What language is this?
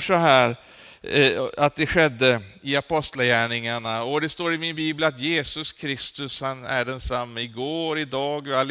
Swedish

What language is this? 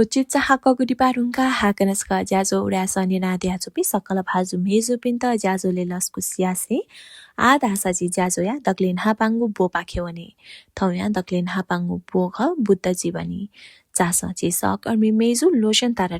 Newari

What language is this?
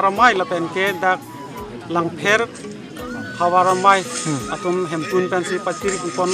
Karbi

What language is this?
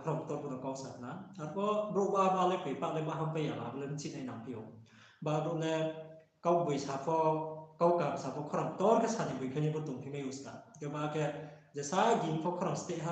Riang (India)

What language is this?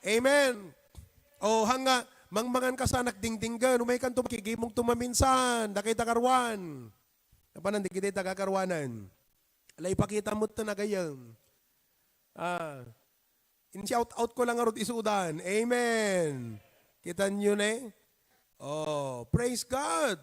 Iloko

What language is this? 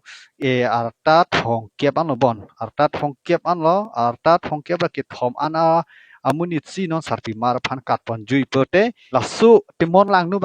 Karbi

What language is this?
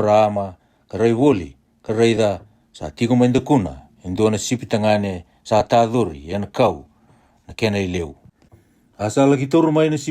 Fijian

